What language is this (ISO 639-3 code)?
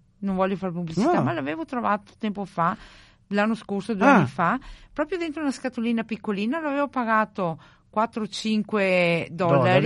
ita